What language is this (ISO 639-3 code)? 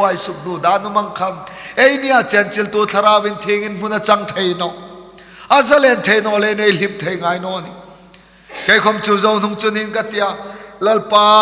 hmr